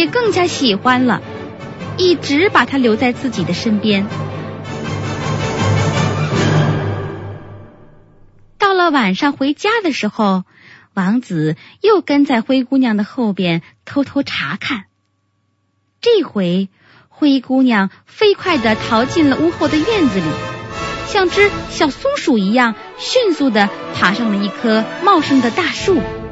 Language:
Chinese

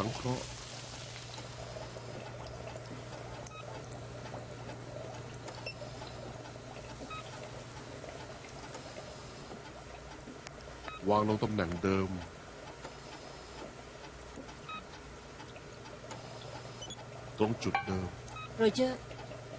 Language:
Thai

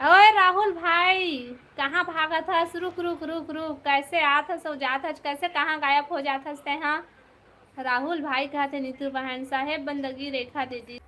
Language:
Chhattisgarhi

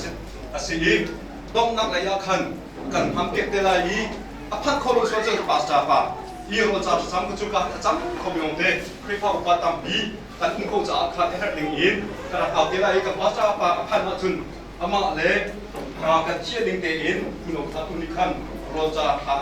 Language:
Hakha Chin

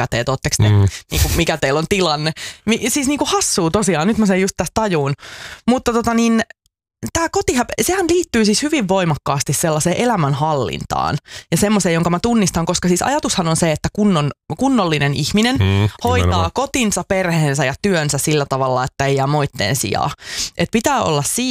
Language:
Finnish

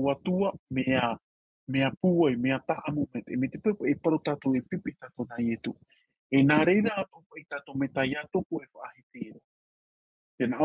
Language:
Tahitian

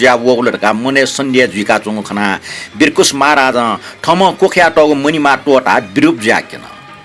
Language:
Newari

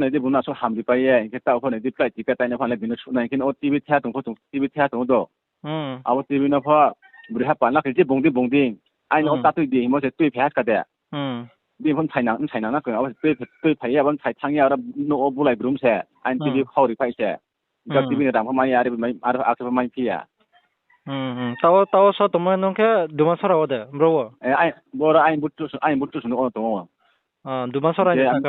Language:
Riang (India)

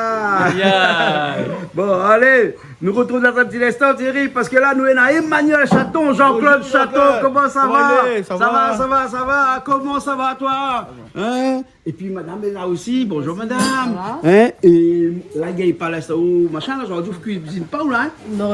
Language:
Réunion Creole French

